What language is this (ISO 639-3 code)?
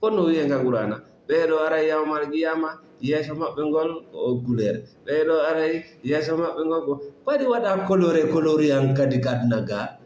ful